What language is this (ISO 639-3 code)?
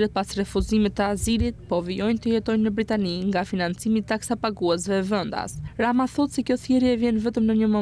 sqi